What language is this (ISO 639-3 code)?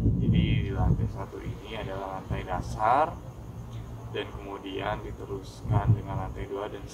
ind